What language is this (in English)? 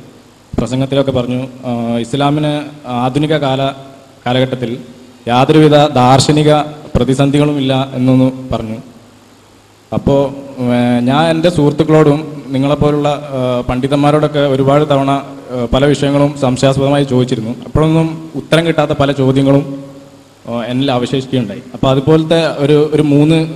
Malayalam